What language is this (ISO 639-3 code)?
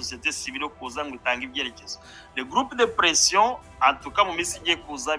kin